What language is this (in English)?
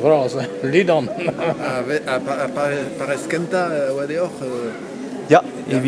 Breton